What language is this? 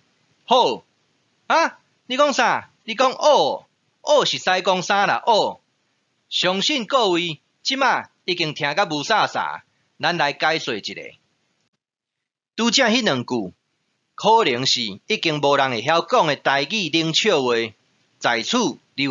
Min Nan Chinese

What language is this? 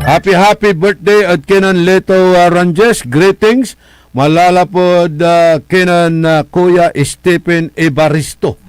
Pangasinan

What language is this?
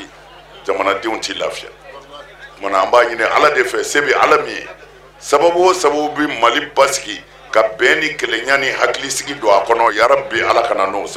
Bambara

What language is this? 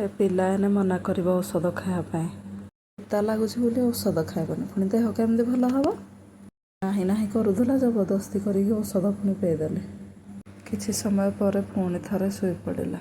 Odia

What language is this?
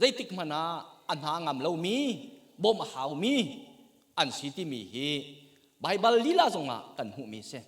Hakha Chin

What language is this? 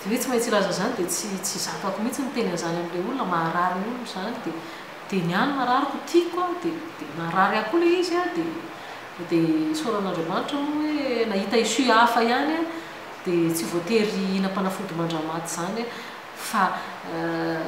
Malagasy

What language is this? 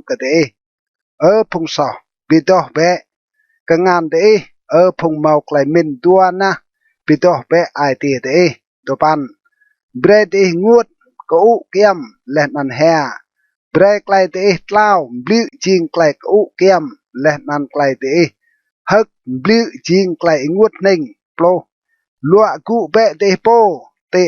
Rade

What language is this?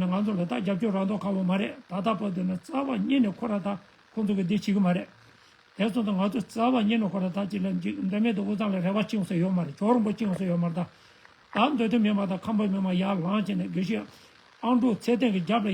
Tibetan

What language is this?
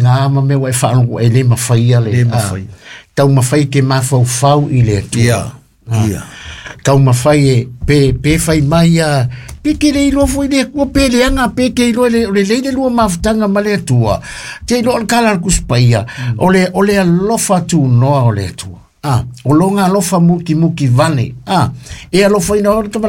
Samoan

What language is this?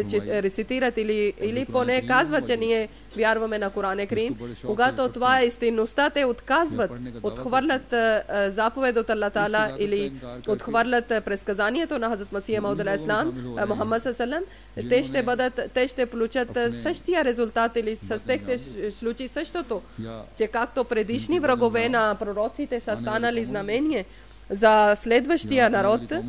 Bulgarian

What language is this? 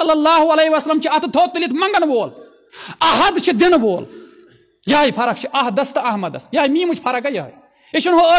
Kashmiri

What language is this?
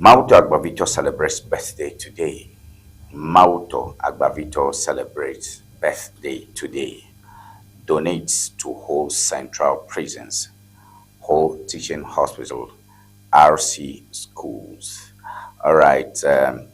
Ewe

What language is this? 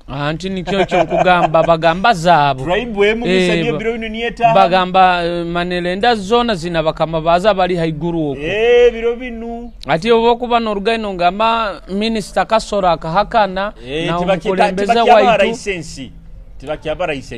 Nyoro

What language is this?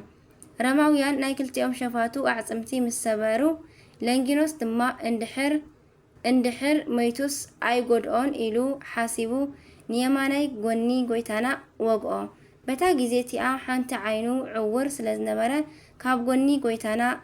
Tigrinya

